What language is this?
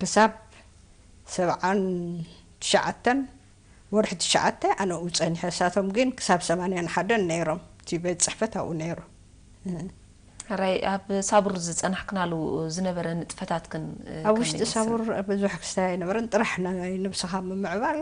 Tigrinya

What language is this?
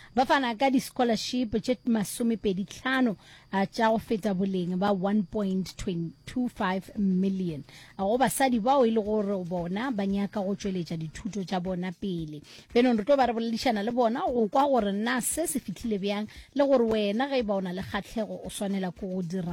Northern Sotho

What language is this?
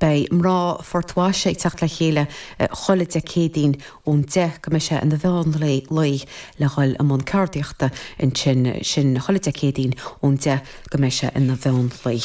Irish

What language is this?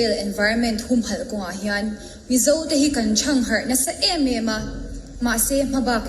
Mizo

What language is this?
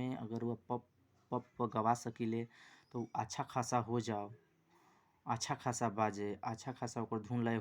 Bhojpuri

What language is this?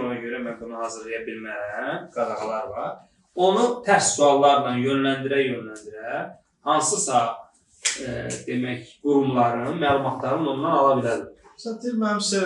Azerbaijani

